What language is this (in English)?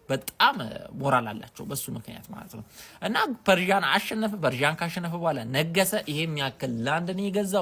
Amharic